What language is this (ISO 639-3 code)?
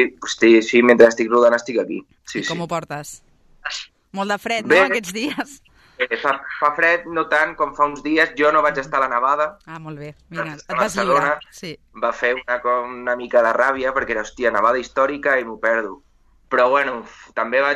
cat